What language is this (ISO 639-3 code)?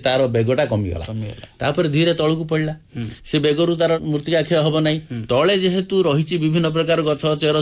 ori